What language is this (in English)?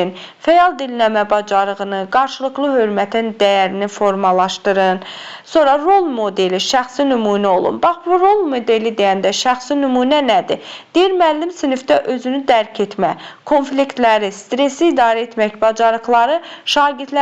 Azerbaijani